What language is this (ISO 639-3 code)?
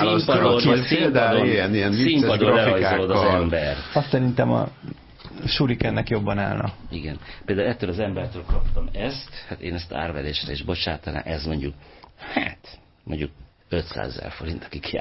hun